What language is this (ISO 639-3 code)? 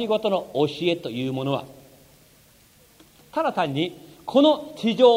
jpn